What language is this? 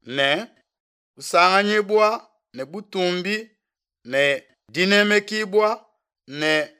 Luba-Lulua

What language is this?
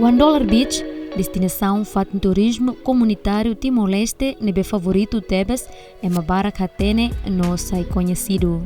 Tetum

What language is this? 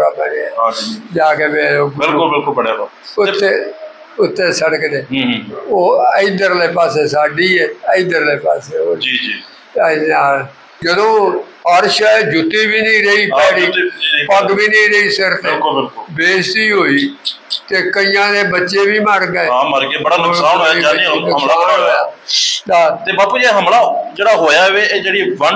Punjabi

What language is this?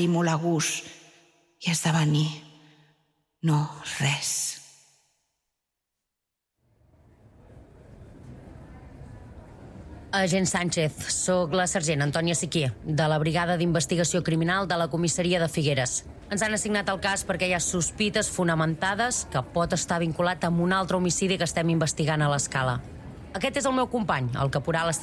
Catalan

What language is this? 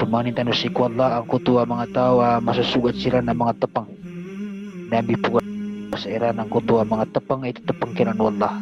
Maranao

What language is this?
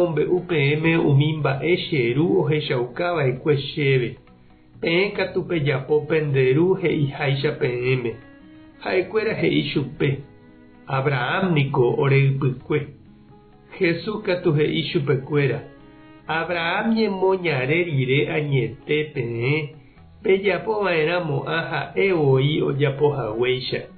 Guarani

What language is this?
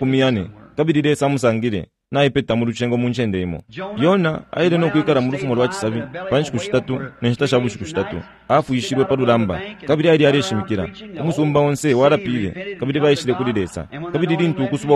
Bemba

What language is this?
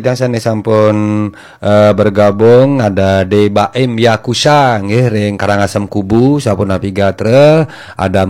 Balinese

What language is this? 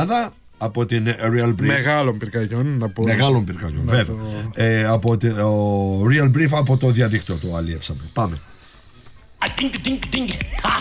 Greek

